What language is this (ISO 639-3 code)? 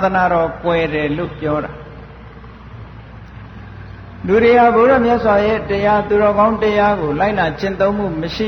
mya